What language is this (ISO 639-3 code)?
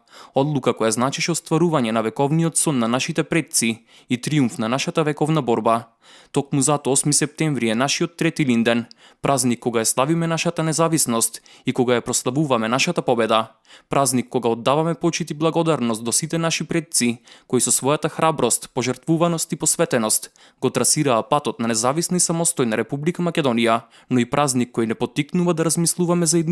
mkd